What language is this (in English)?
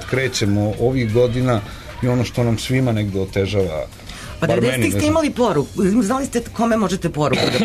Serbian